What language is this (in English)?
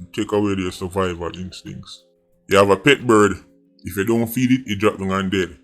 Jamaican Creole English